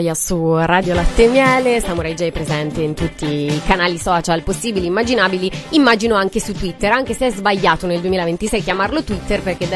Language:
Italian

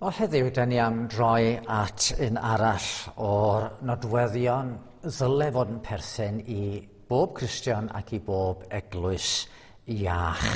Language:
Welsh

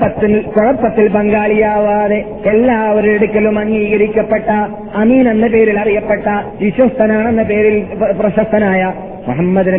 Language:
Malayalam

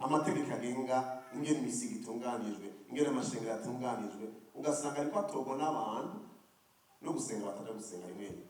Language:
Rundi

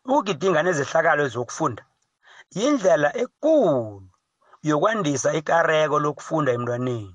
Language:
South Ndebele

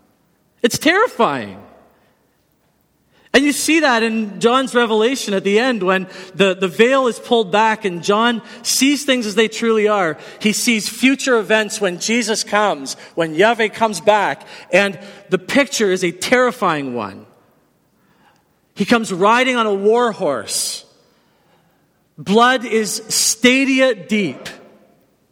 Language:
English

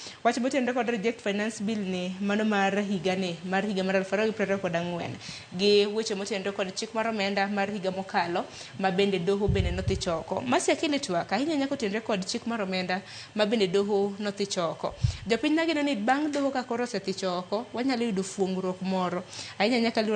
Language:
Luo (Kenya and Tanzania)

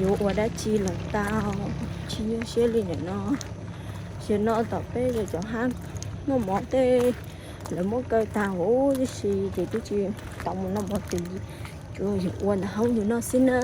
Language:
Hmong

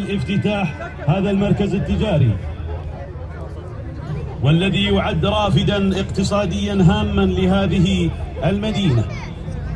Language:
Arabic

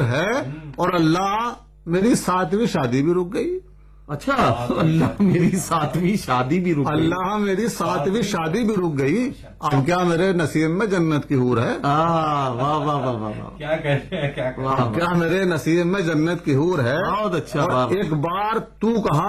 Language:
Urdu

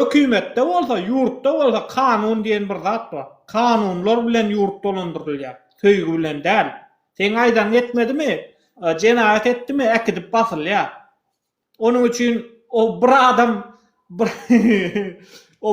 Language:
Turkmen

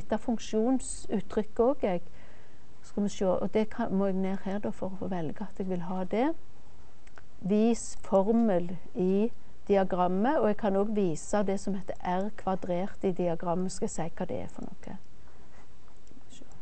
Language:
Norwegian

